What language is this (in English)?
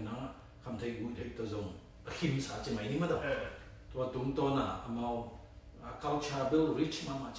Tedim Chin